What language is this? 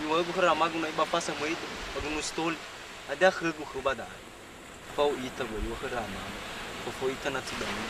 Nias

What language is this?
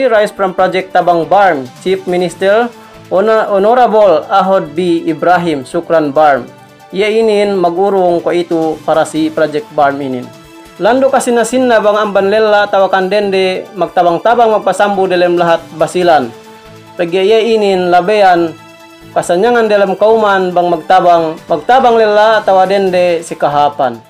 Yakan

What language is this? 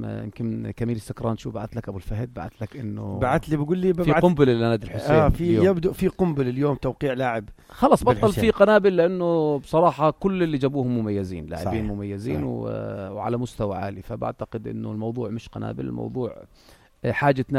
North Levantine Arabic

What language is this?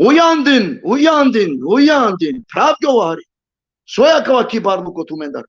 Balkan Romani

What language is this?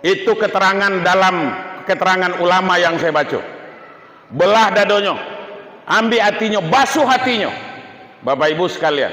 Minangkabau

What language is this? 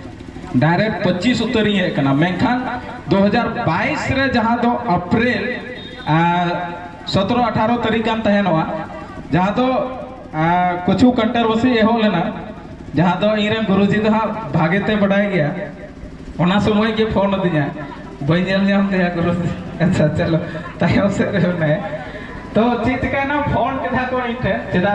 Santali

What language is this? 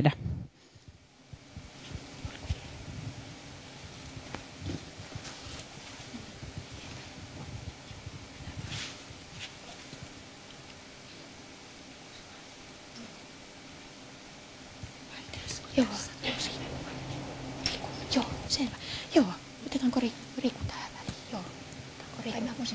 Finnish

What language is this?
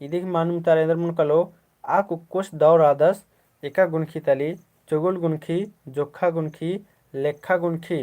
Kurukh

